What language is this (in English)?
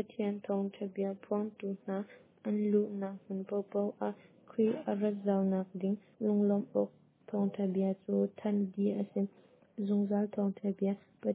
Hakha Chin